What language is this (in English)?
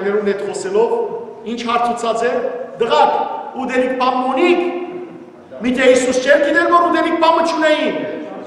Western Armenian